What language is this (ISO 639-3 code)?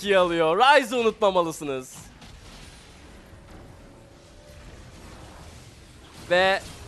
tur